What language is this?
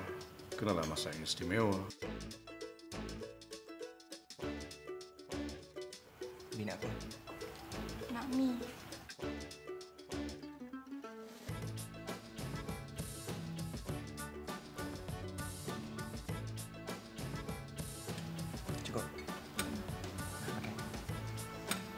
Malay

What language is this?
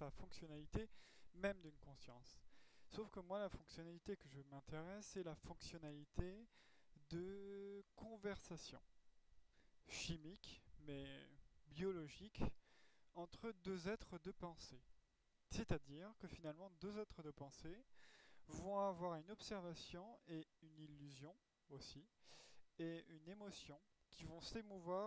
French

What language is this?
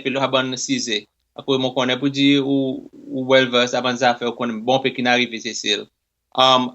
Seselwa Creole French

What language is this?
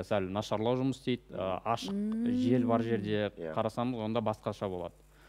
Kazakh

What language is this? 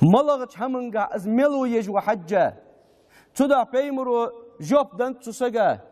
Ingush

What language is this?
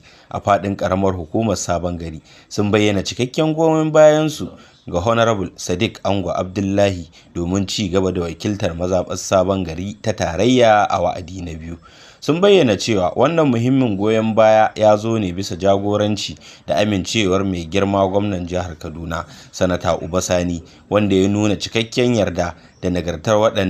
Hausa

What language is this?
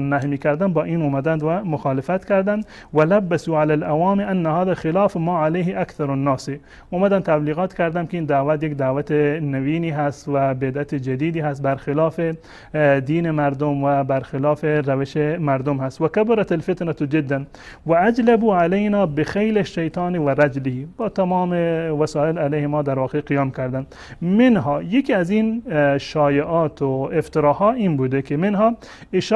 Persian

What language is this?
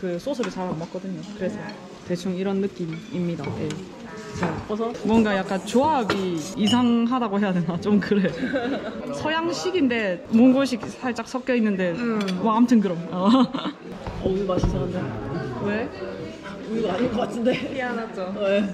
Korean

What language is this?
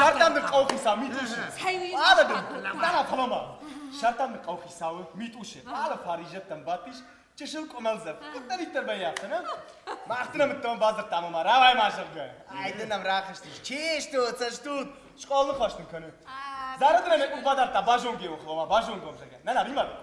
Ossetic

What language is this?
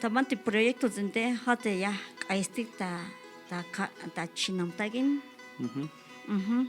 Tzeltal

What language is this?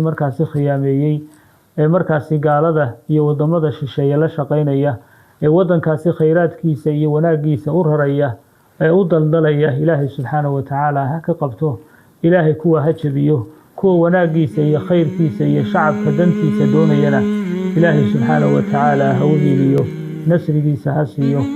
Somali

